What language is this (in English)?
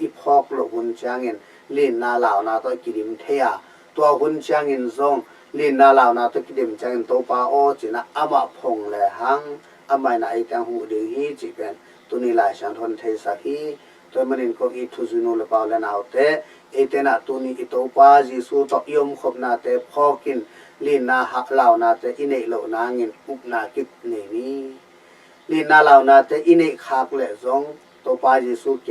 Tedim Chin